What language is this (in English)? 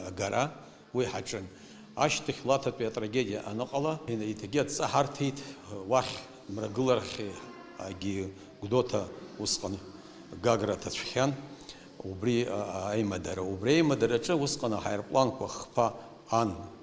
Abkhazian